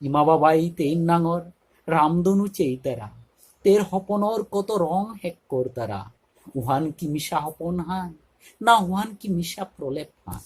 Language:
Bishnupriya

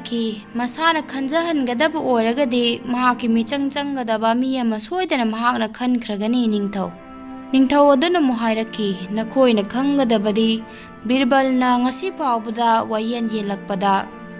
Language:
Manipuri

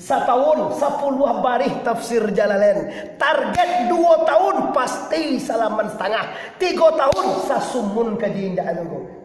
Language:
Minangkabau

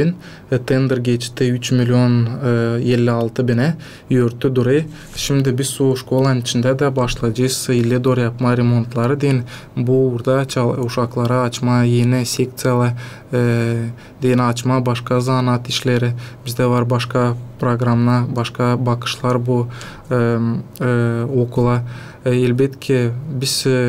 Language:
Gagauz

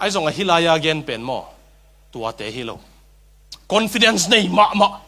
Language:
Tedim Chin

